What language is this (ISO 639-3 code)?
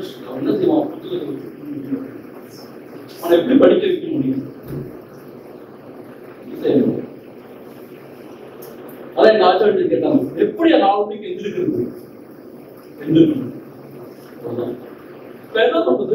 tam